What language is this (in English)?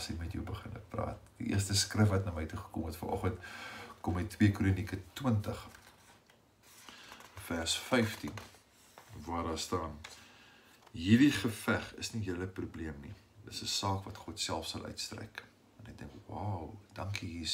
Afrikaans